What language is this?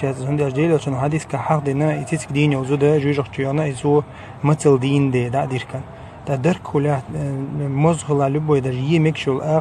Chechen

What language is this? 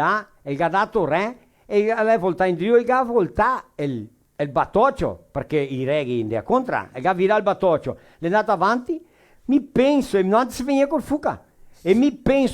Venetian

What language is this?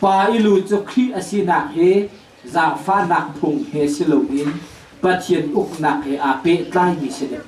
Hakha Chin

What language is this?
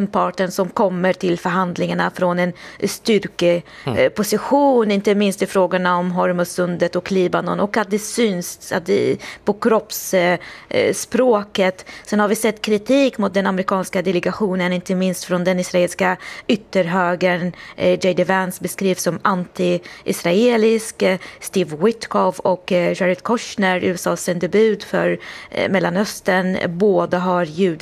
Swedish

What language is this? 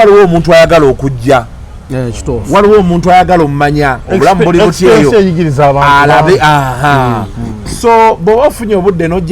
Ganda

